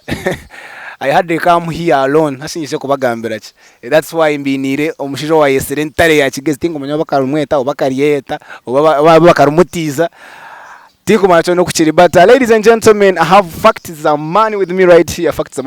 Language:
Nyankole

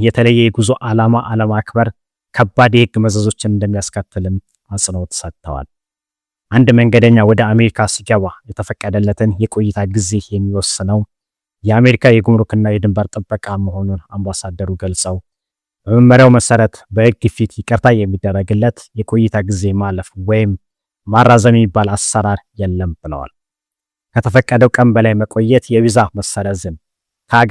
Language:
Amharic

